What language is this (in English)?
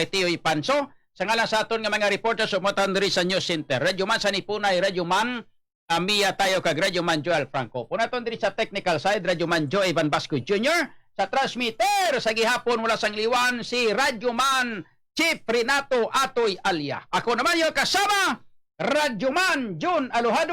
Hiligaynon